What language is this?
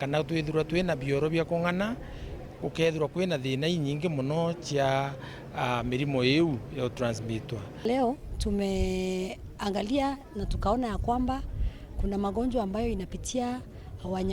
Meru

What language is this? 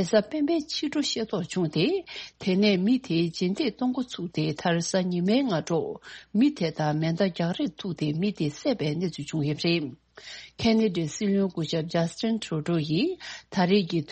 Tibetan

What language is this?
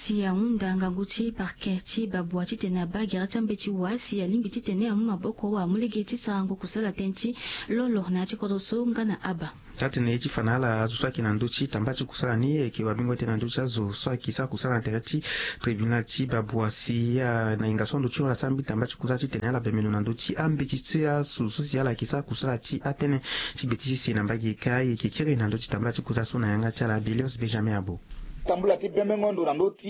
Sango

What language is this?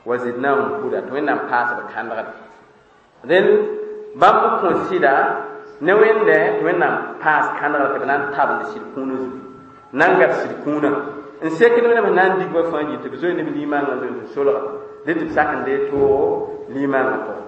Mossi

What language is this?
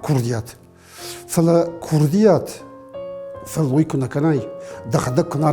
Ossetic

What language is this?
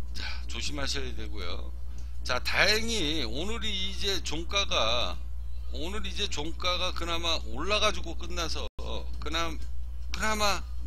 Korean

